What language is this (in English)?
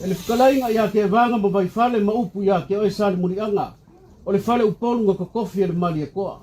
Samoan